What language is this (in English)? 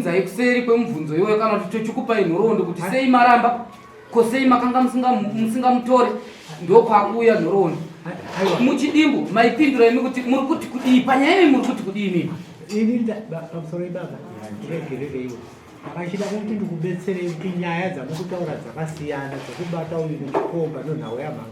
Shona